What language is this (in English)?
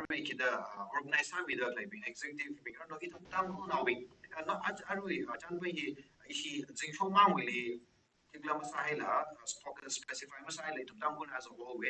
Tangkhul Naga (India)